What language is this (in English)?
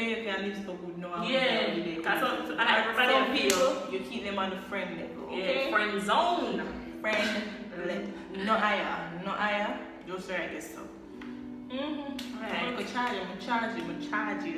Jamaican Creole English